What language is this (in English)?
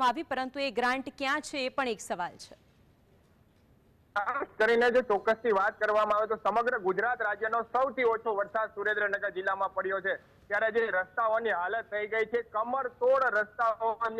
Gujarati